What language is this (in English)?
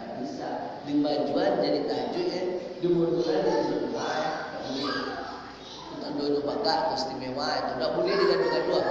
Minangkabau